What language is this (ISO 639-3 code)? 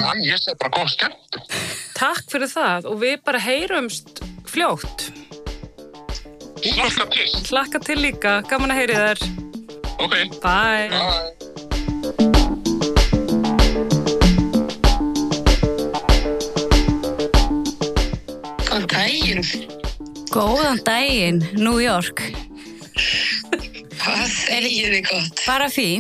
isl